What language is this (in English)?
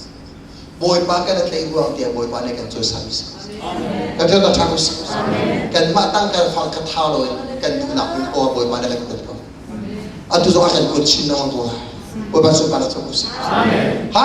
Hakha Chin